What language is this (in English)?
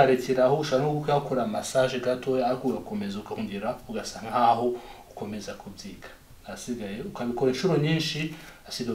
Kinyarwanda